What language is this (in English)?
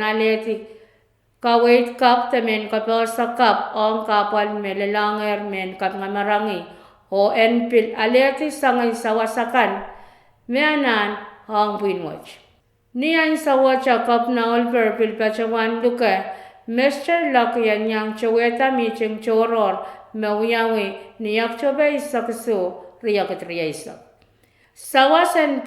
Pohnpeian